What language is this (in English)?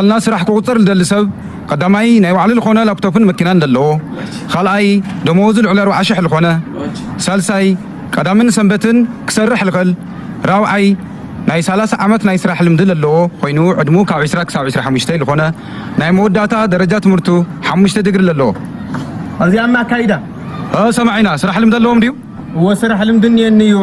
Tigrinya